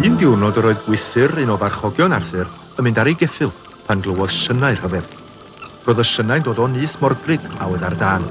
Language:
Welsh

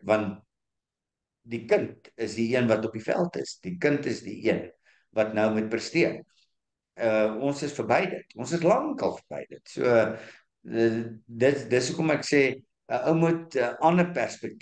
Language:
Afrikaans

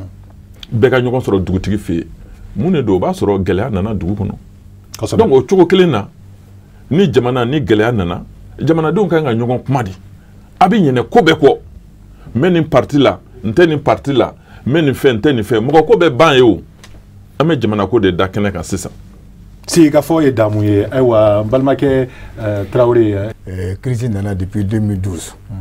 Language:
Bambara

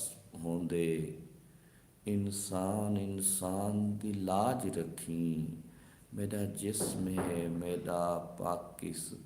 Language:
Saraiki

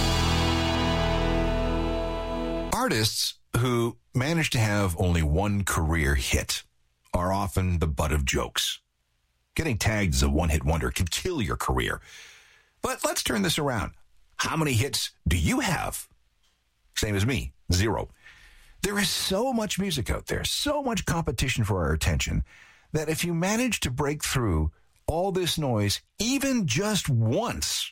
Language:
English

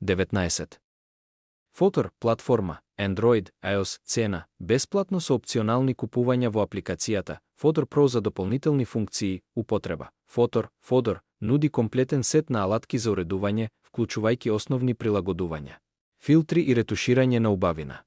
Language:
Macedonian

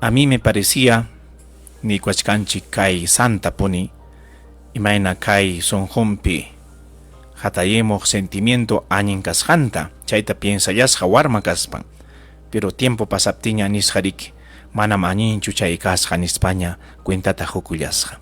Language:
Ayacucho Quechua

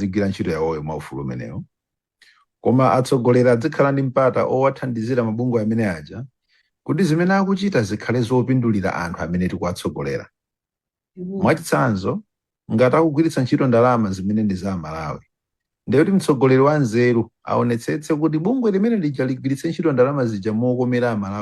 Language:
Nyanja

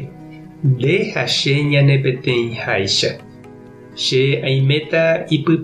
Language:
Guarani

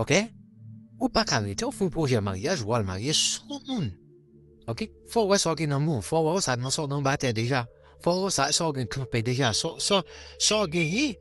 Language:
Haitian Creole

